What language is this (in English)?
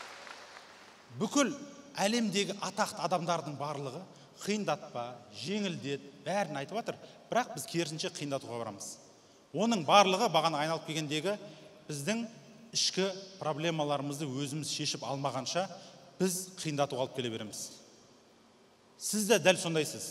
Kazakh